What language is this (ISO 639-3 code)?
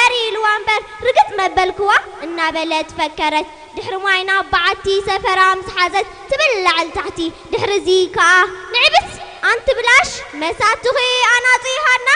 tir